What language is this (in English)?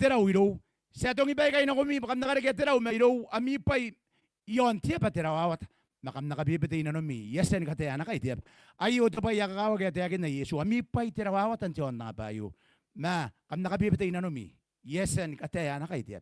Gilbertese